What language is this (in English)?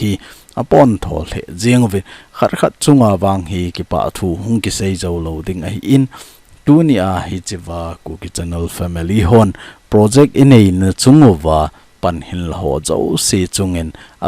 Thado Chin